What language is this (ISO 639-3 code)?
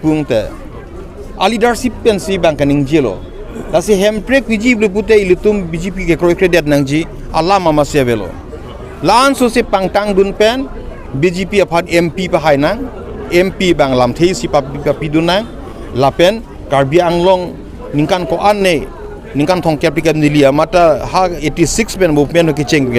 mjw